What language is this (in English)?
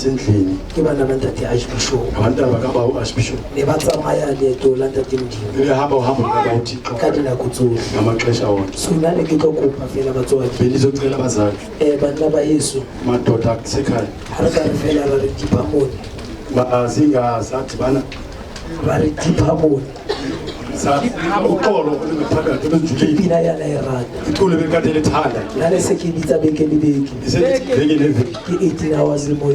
Southern Sotho